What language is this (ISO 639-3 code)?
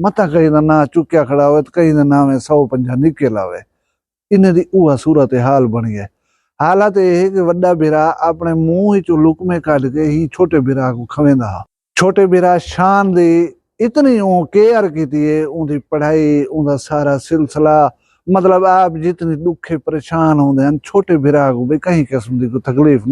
skr